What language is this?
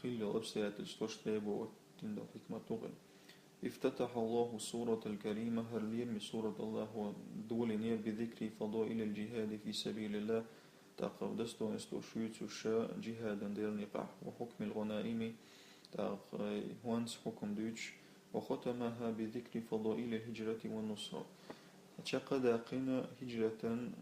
Chechen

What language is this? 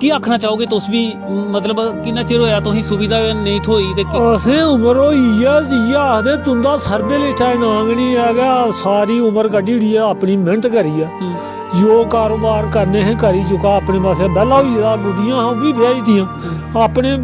Dogri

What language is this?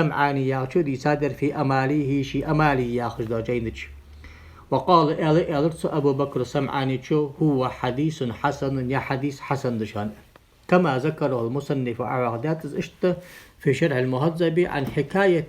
Ingush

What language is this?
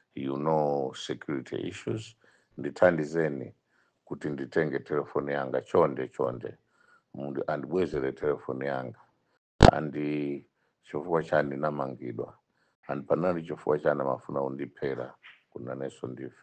Nyanja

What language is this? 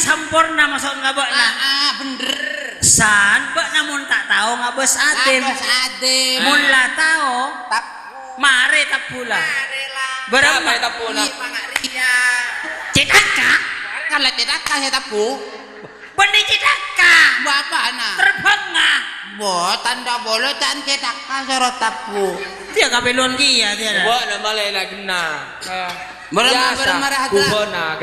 Madurese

